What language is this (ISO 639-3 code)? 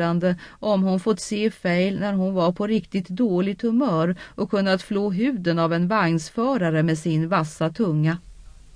swe